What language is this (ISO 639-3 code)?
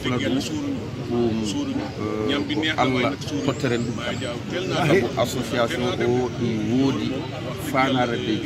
ful